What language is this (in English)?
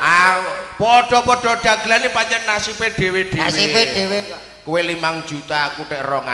Javanese